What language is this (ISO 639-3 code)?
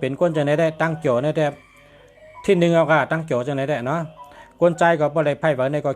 shn